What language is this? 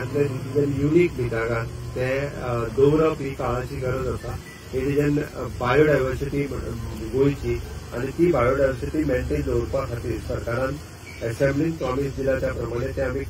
Konkani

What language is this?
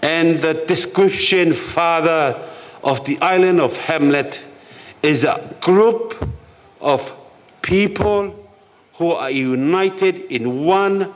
Tongan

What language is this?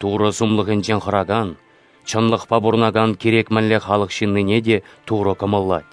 Chuvash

